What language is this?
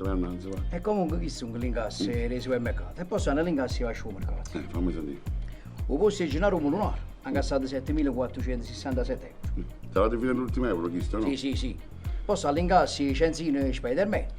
Neapolitan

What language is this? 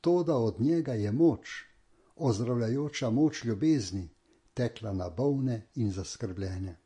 Slovenian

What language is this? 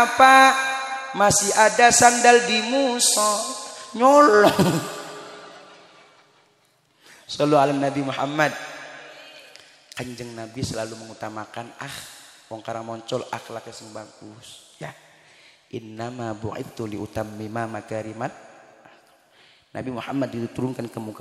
Indonesian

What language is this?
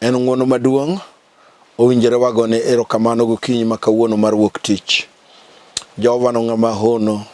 Luo (Kenya and Tanzania)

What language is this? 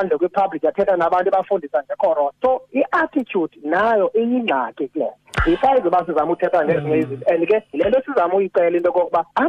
Xhosa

